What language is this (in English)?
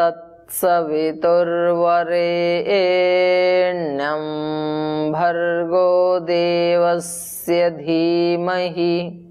Sanskrit